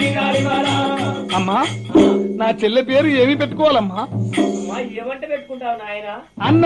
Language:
Telugu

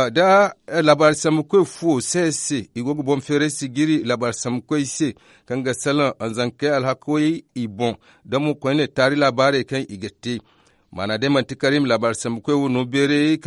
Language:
Zarma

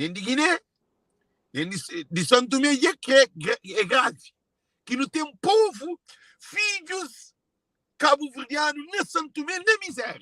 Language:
Kabuverdianu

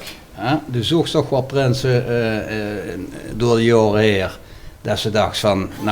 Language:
Limburgish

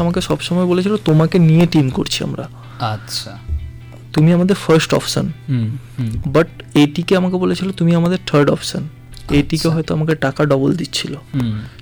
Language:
Bangla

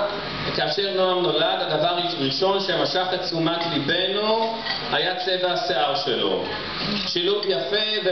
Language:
Hebrew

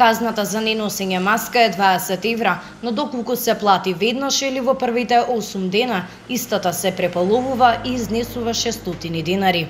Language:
Macedonian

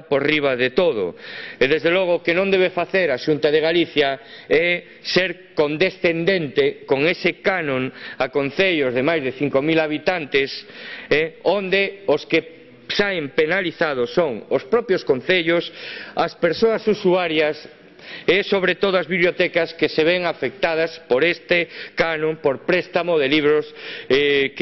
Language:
Galician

